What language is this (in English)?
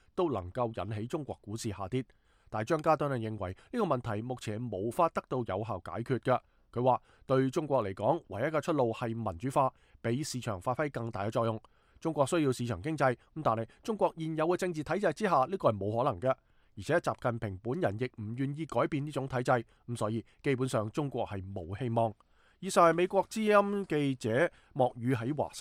Cantonese